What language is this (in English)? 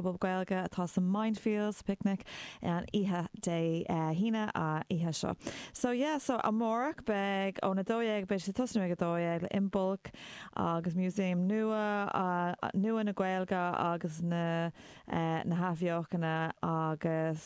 Irish